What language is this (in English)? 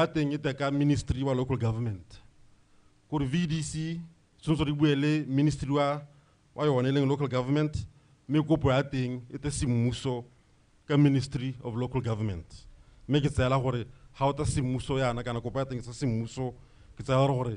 Tswana